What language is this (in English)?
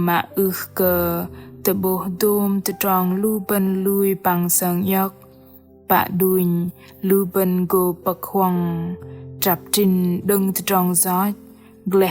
Bahnar